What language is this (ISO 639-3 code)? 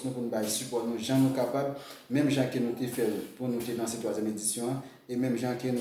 hat